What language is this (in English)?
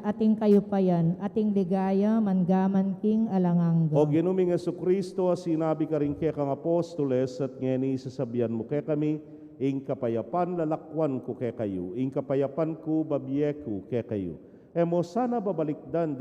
Pampanga